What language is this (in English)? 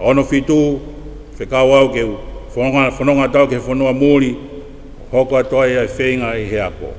Tongan